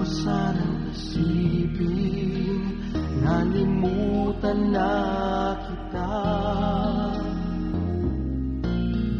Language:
Filipino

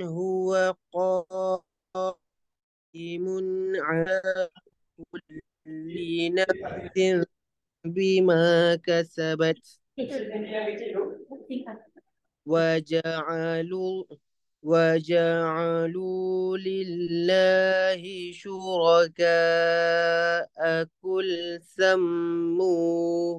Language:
Arabic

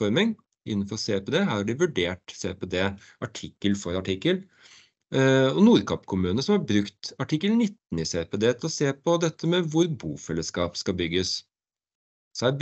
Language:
Norwegian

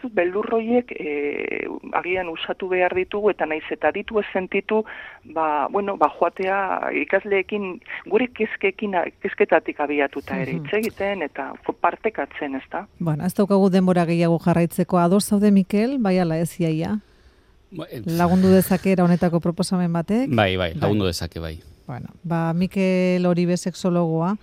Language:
Basque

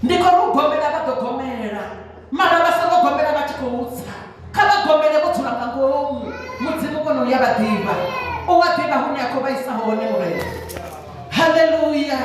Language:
Venda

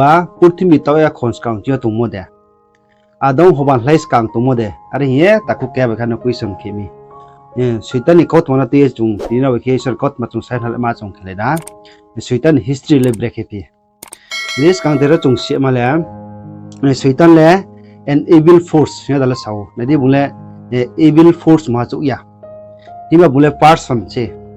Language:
Riang (India)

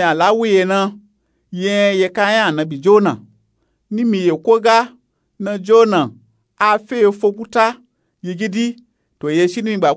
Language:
Nupe-Nupe-Tako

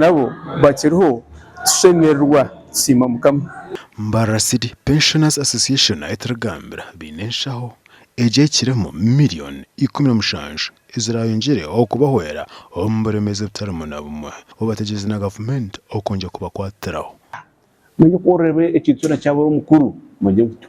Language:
Nyankole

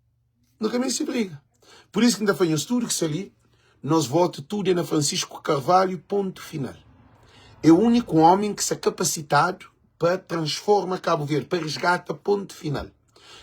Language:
Kabuverdianu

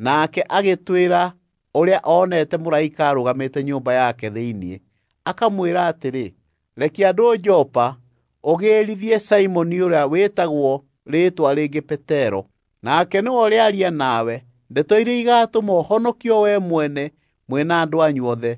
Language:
Kikuyu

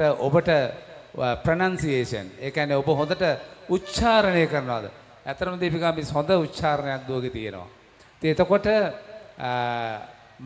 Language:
Sinhala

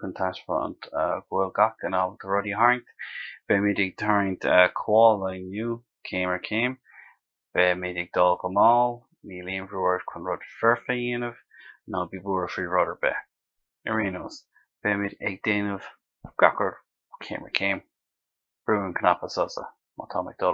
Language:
Irish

